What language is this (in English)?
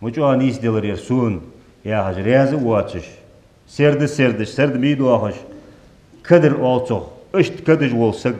Ingush